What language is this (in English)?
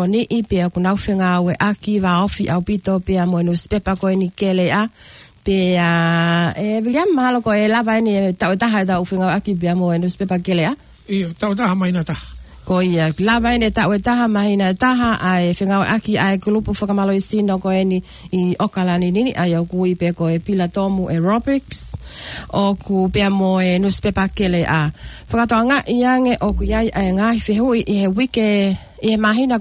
Tongan